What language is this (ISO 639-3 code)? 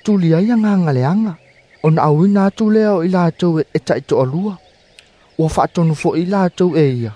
smo